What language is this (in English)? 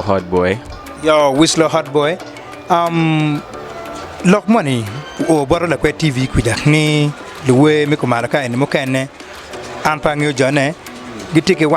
Acoli